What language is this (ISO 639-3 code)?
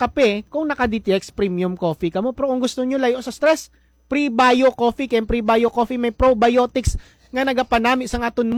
hil